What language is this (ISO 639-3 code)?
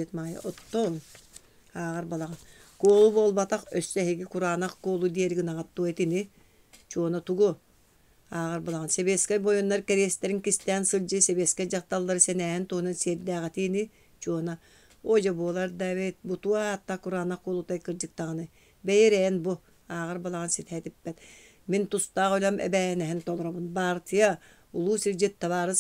sah